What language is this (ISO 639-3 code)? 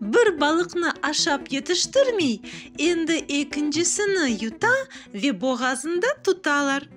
crh